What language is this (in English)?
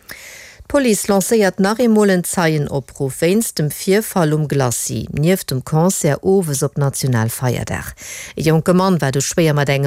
Luxembourgish